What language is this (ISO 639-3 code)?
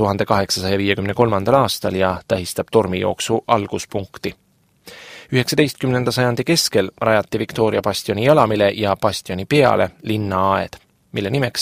est